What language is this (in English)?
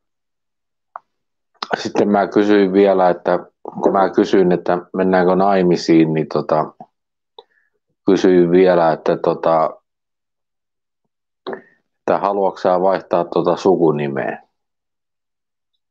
Finnish